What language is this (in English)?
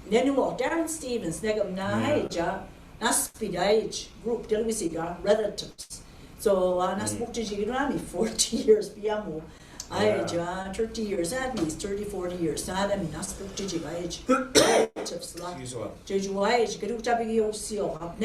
Mi'kmaw